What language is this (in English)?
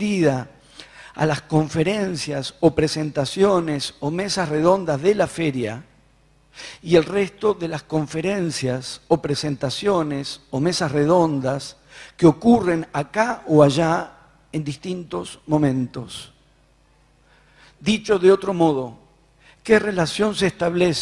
Spanish